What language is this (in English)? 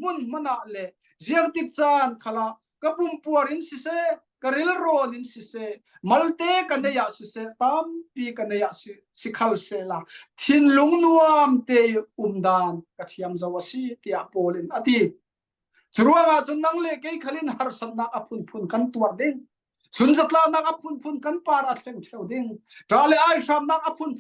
Falam Chin